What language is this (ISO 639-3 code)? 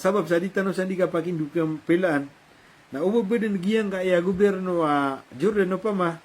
mrw